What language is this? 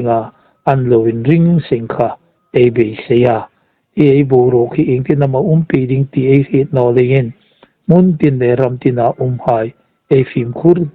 Hmar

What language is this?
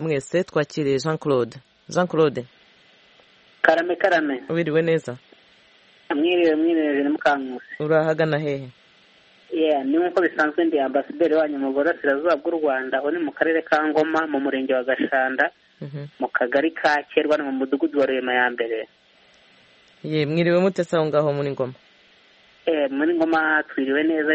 Kinyarwanda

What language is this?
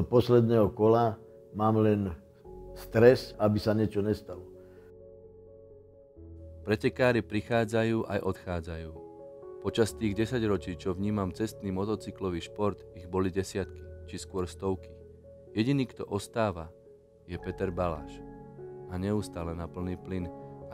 Slovak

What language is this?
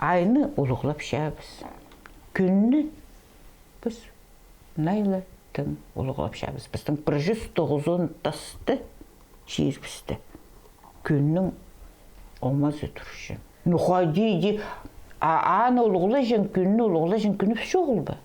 Khakas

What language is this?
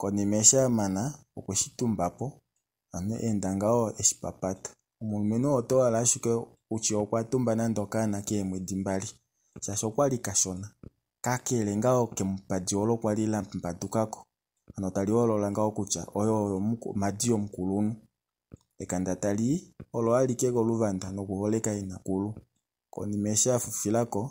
Kuanyama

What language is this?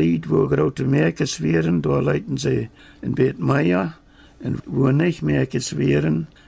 Plautdietsch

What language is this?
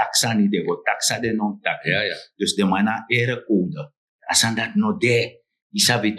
Sranan Tongo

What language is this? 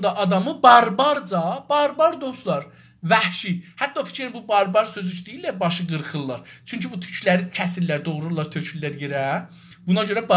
South Azerbaijani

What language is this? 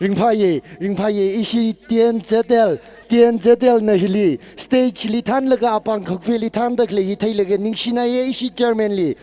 Tangkhul Naga (India)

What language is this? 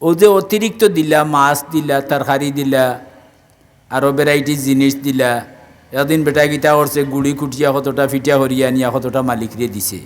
Sylheti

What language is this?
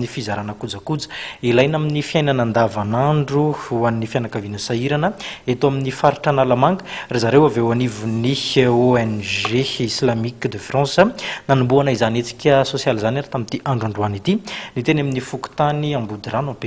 Malagasy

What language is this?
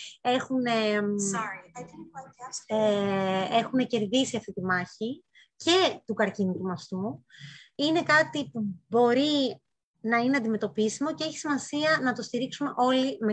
Greek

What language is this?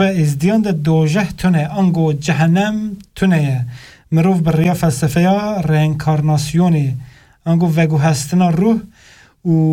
Kurdish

